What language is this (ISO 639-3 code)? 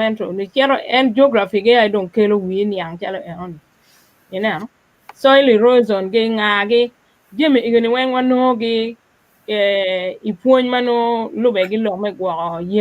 ach